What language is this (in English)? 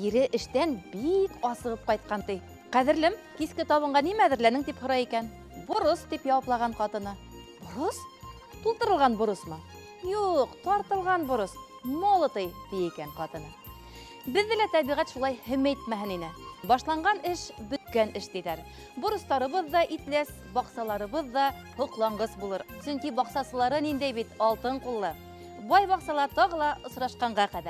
Bashkir